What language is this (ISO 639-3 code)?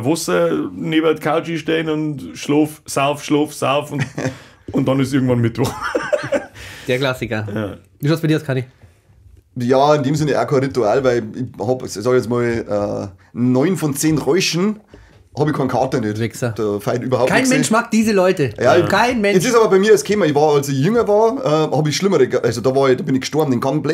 bar